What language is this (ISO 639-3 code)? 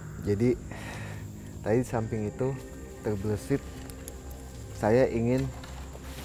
ind